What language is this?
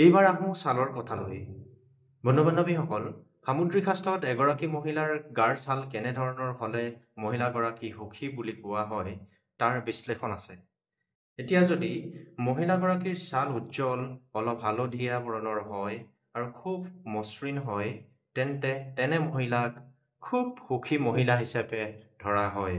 Assamese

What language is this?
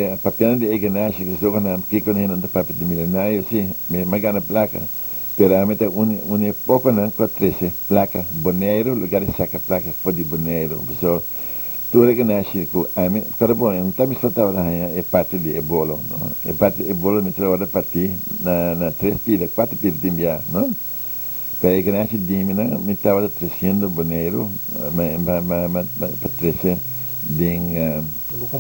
Papiamento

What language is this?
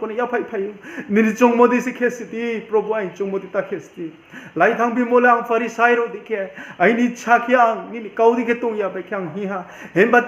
Riang (India)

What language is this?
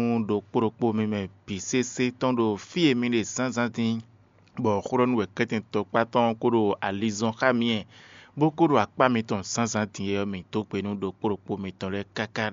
Fon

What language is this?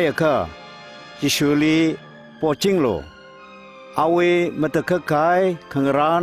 Tangkhul Naga (India)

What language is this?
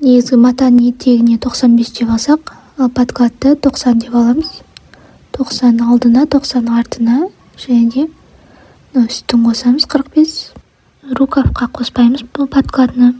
Kazakh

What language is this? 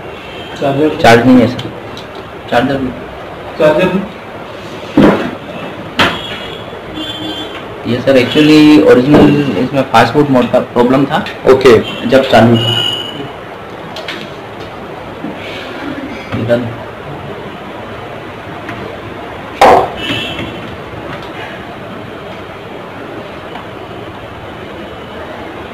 Hindi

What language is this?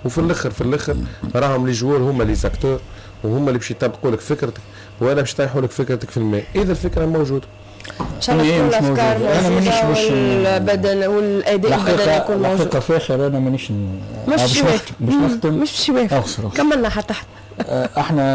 Tunisian Arabic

